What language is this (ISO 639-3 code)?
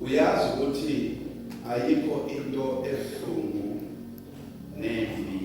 zul